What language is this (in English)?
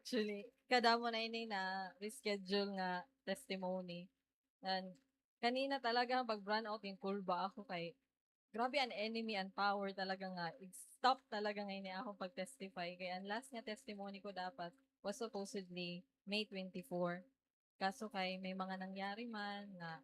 Waray